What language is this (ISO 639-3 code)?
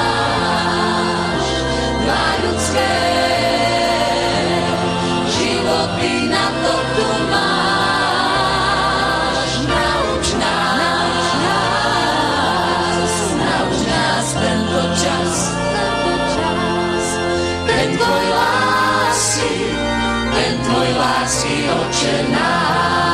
slk